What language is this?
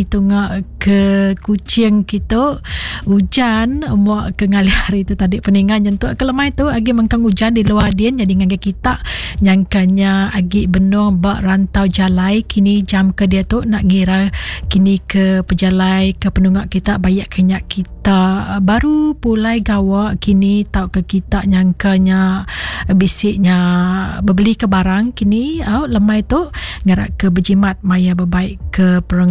Iban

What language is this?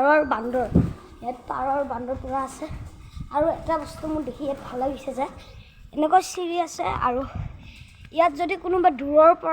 Assamese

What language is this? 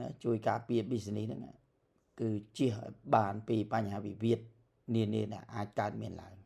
Khmer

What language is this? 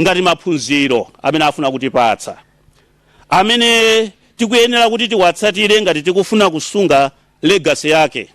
Nyanja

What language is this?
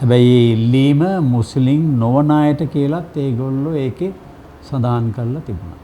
Sinhala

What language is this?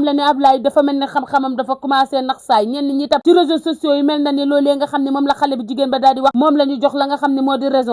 Wolof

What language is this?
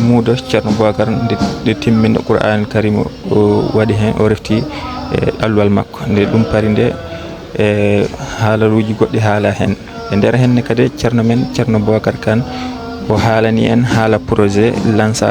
Fula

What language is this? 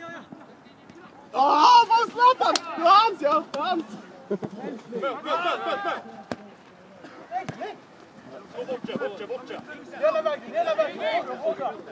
Swedish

